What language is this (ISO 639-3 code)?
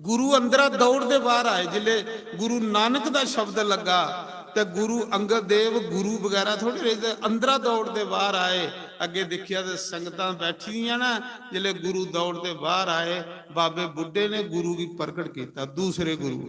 doi